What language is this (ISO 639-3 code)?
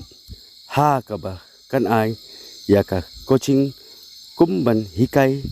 kha